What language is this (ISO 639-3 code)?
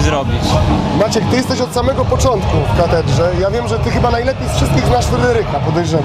pol